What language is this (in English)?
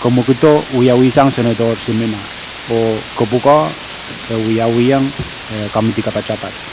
Pohnpeian